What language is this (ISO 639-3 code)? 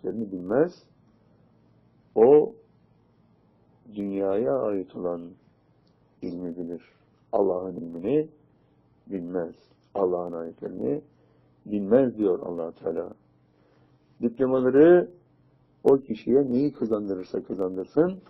tur